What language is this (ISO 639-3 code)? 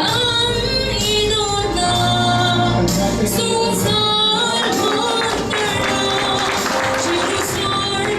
cnh